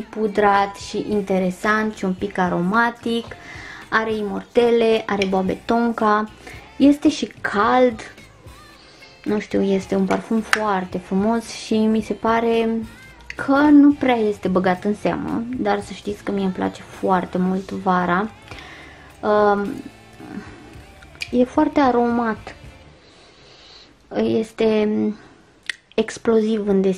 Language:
Romanian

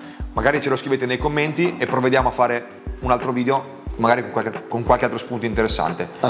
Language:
Italian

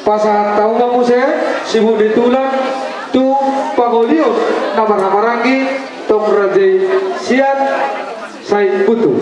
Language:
Batak Toba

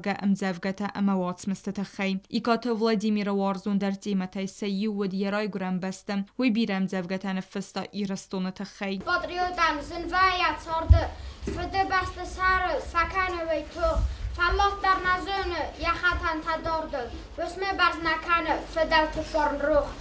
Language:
Ossetic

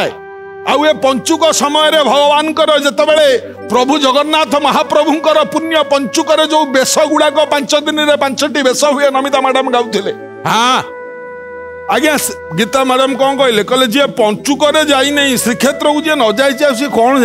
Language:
Odia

